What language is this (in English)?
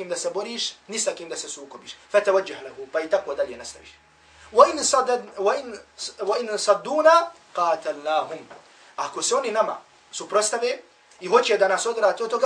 Bosnian